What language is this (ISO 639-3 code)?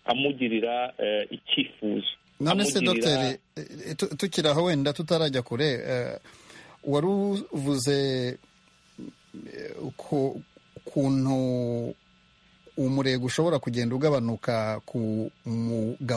kin